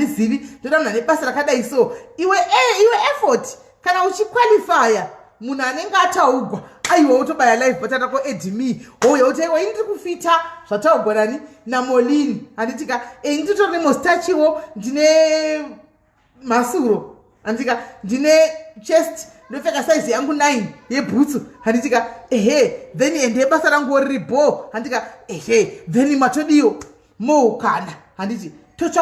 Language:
Shona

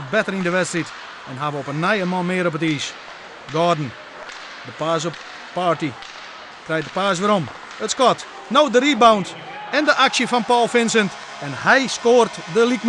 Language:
Western Frisian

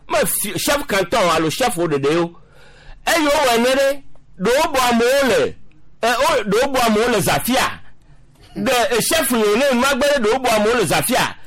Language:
Gen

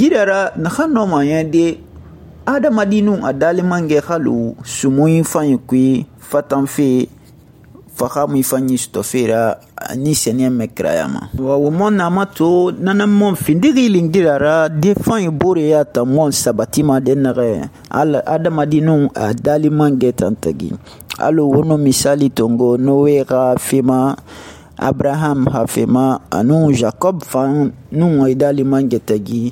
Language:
Susu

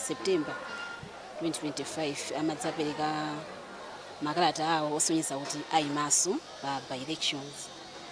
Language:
Nyanja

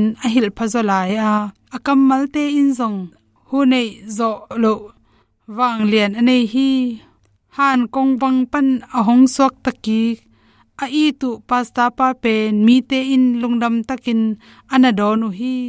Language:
Tedim Chin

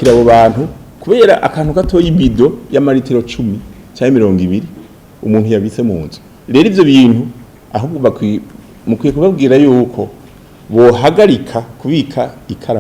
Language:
Rundi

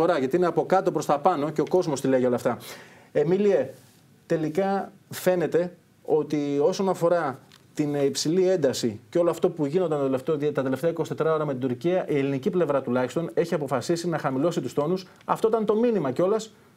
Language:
Greek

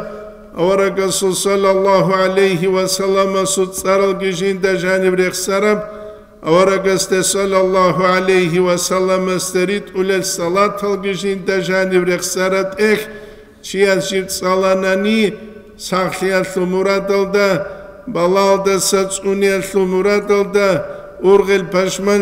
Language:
Avaric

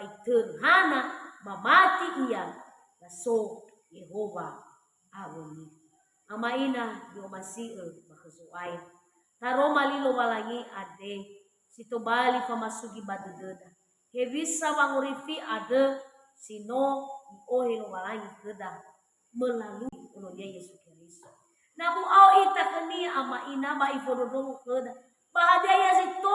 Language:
Nias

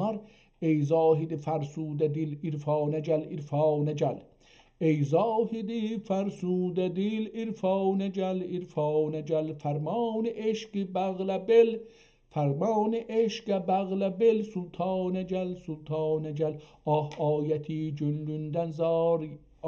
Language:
South Azerbaijani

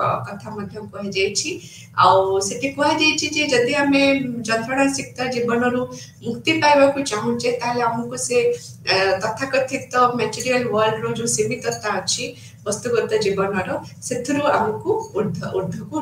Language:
Odia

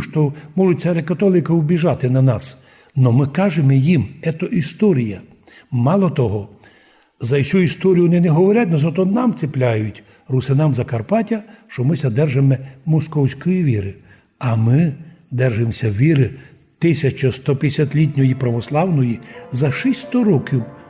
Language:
Rusyn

